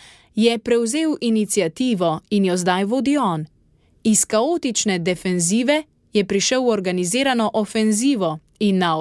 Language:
Slovenian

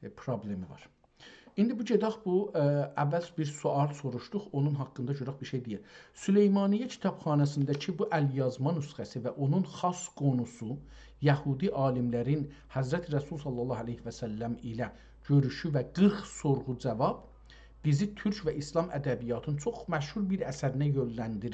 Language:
South Azerbaijani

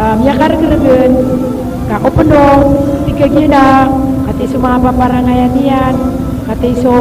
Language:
Maranao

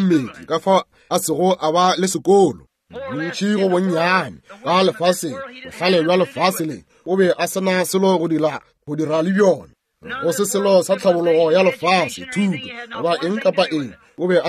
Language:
Northern Sotho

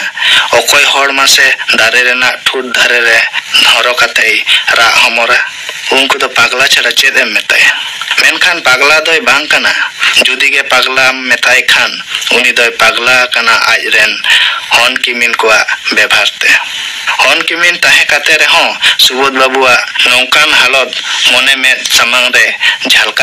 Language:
Santali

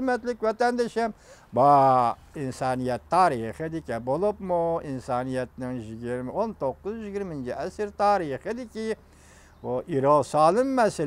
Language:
Uyghur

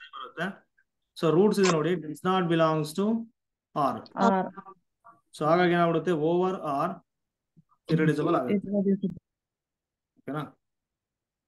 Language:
Kannada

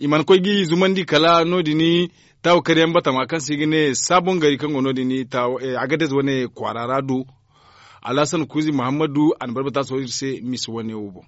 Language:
Zarma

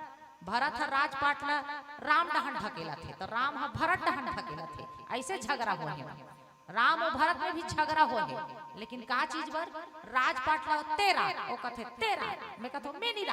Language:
Chhattisgarhi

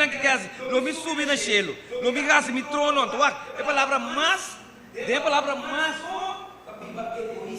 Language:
Papiamento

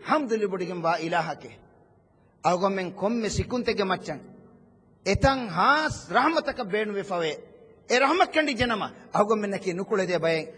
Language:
Divehi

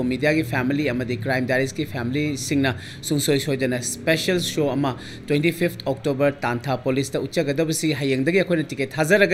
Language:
Manipuri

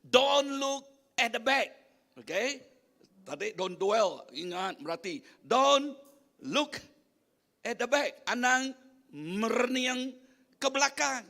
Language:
Iban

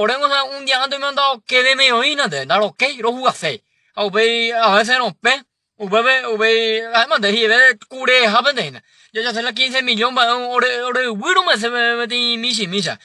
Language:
Guarani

